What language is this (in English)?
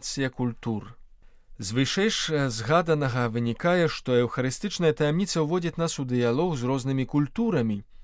Belarusian